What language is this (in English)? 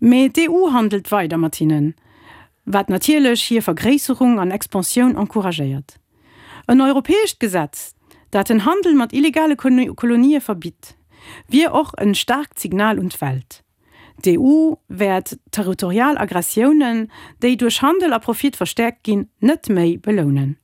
Luxembourgish